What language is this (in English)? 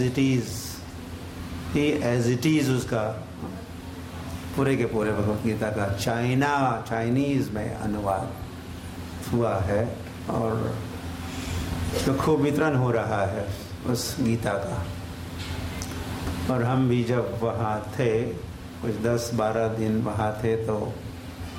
Hindi